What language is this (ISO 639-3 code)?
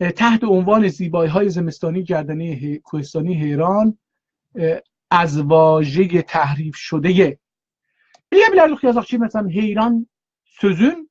azb